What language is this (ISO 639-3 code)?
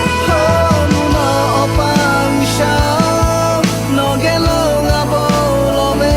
lhu